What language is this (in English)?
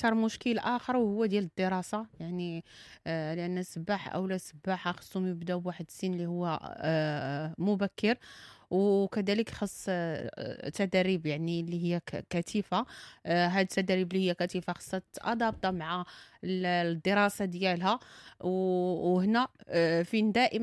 Moroccan Arabic